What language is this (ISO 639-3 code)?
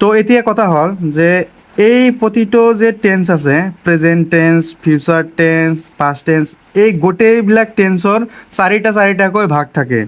asm